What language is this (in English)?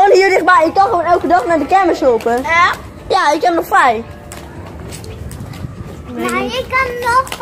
Dutch